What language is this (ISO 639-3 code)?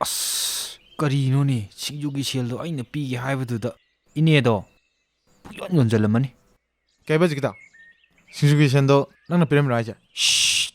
mni